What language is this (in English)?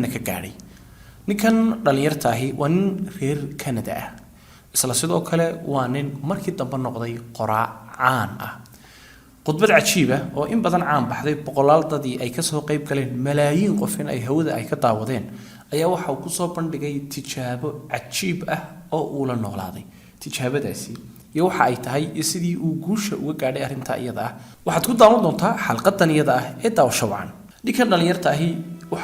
Somali